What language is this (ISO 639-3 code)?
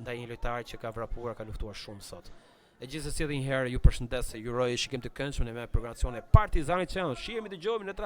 sqi